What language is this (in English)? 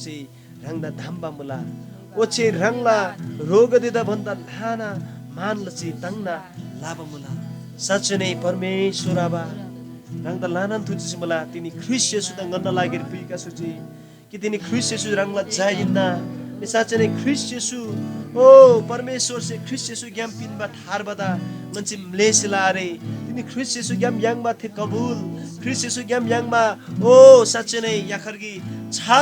Eastern Tamang